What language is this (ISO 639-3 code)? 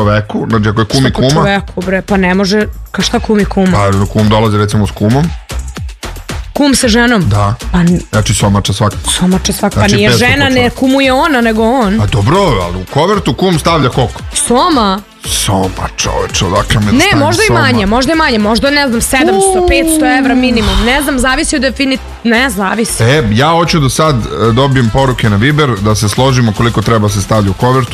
srp